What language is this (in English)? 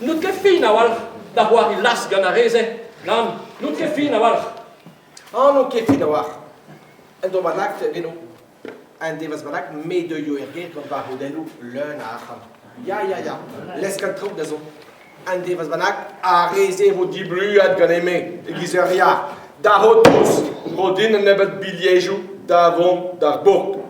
Breton